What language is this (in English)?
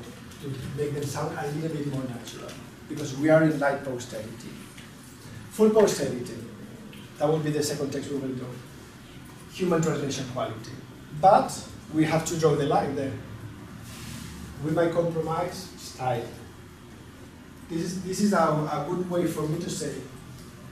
English